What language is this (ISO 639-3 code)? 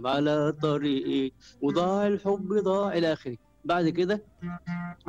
afb